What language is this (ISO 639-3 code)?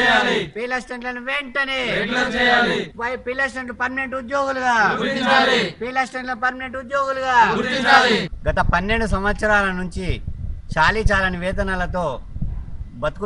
tel